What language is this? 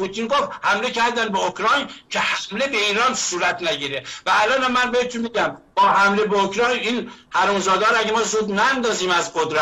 Persian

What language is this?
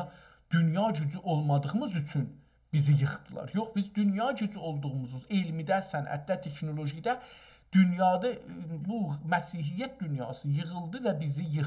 South Azerbaijani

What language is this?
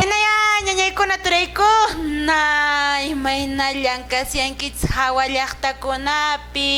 Quechua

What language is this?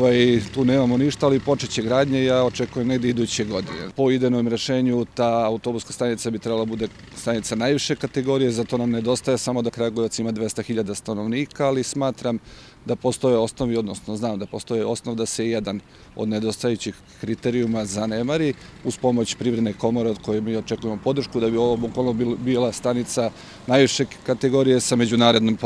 Serbian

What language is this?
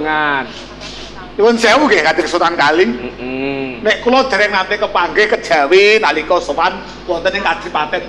Javanese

